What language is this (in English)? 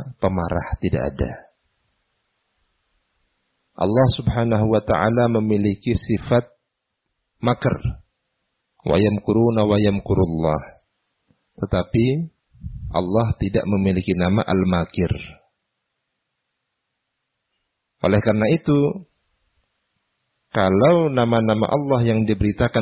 Indonesian